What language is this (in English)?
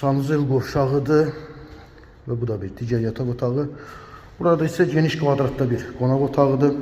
Azerbaijani